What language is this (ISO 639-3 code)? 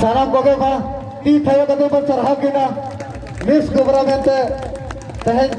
sat